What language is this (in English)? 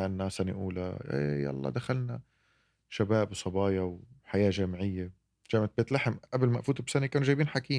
North Levantine Arabic